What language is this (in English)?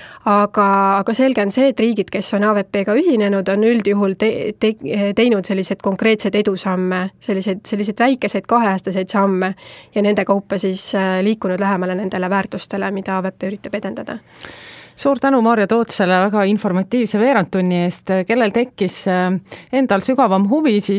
Estonian